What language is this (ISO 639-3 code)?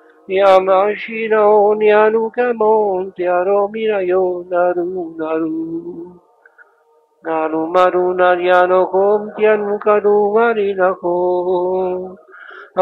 ita